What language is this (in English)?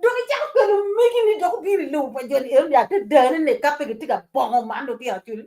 Acoli